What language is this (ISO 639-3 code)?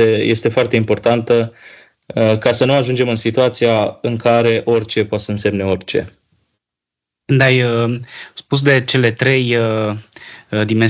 ron